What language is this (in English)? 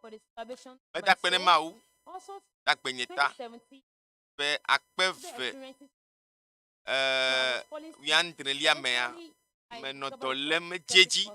Ewe